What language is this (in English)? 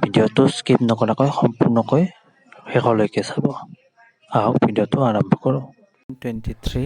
Assamese